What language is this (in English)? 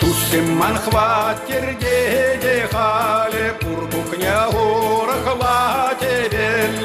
Chuvash